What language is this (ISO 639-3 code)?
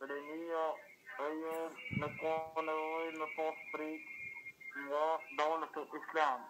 sqi